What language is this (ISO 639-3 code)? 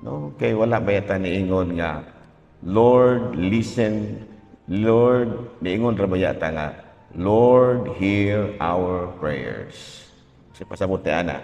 ceb